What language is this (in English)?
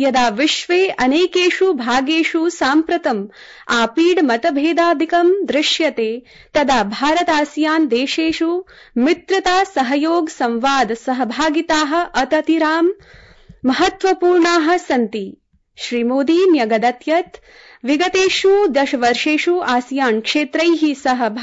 Sanskrit